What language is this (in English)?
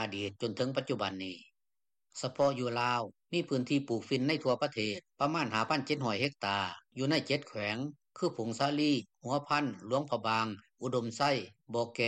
Lao